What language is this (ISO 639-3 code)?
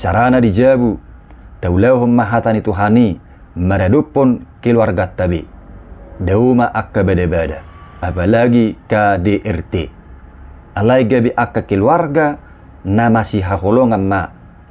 bbc